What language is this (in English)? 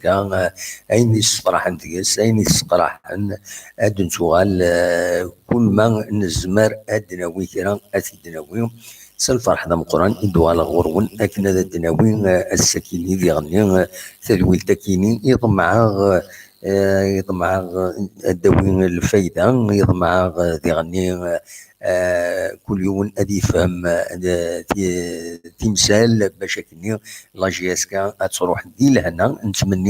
Kabyle